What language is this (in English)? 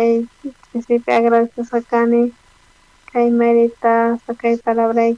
South Bolivian Quechua